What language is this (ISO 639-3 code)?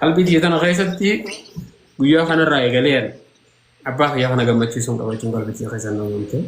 orm